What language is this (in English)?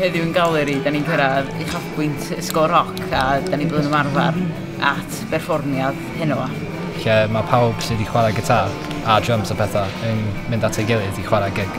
Welsh